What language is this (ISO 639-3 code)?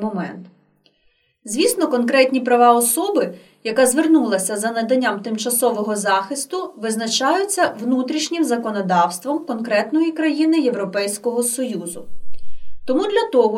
ukr